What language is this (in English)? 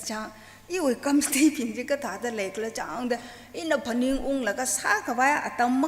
Tangkhul Naga (India)